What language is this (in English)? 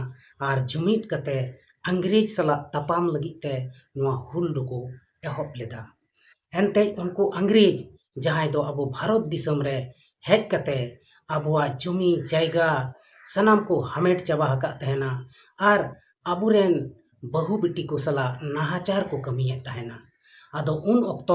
Santali